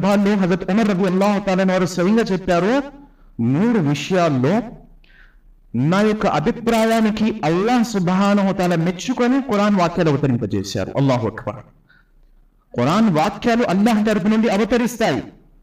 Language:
Telugu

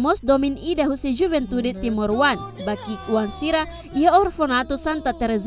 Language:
Tetum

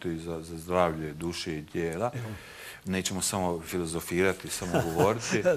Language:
Croatian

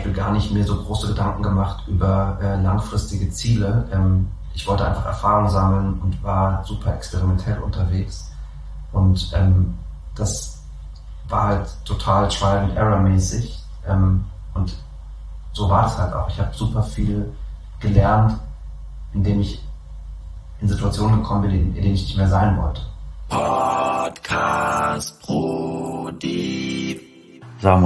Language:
German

